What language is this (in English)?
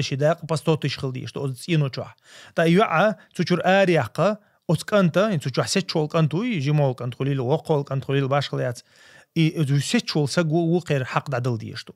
Chechen